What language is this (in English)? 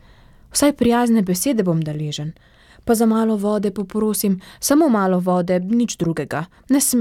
Slovenian